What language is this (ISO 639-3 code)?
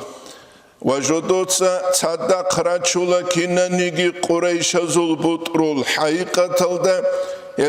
ava